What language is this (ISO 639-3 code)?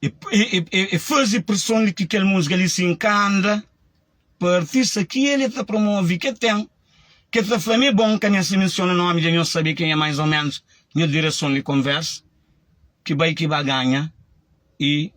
kea